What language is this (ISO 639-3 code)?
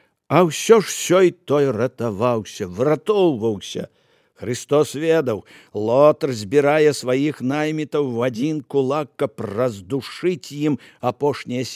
bel